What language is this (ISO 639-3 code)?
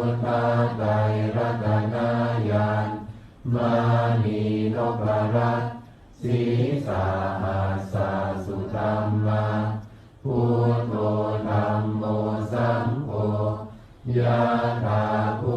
pli